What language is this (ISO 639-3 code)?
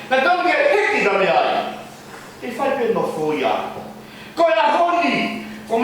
ton